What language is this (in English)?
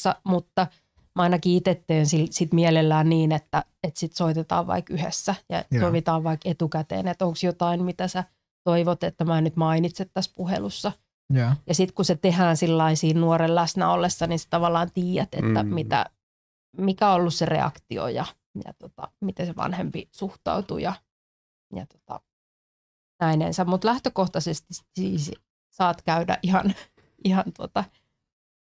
Finnish